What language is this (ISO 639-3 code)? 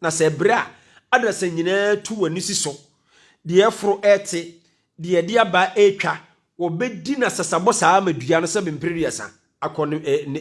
aka